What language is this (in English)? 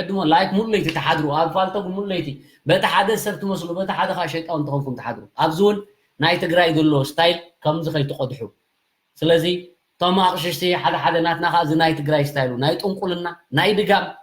Tigrinya